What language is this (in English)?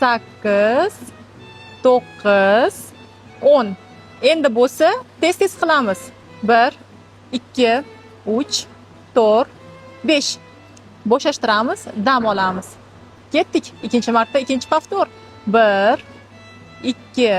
Uzbek